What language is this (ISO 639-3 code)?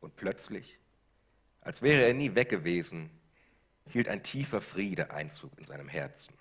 gsw